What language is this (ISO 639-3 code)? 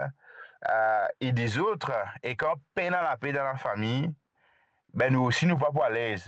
mfe